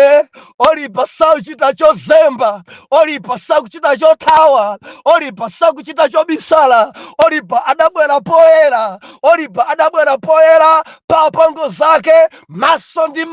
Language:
Nyanja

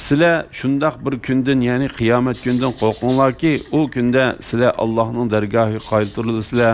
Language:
Uyghur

